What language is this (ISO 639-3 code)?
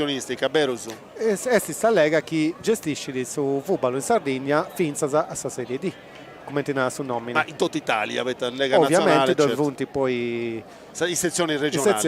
srd